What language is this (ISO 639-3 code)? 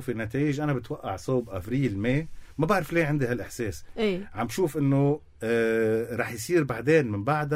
apc